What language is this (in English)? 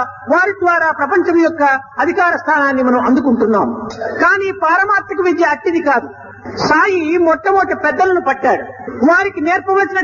Telugu